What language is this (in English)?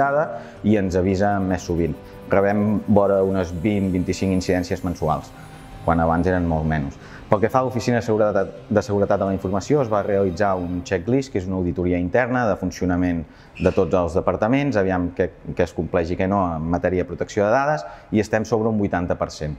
Catalan